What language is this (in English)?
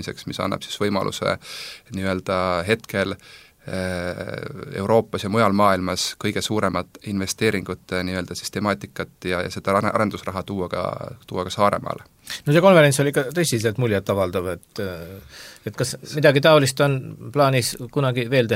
Estonian